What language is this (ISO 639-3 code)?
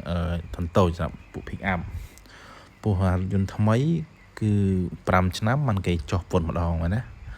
khm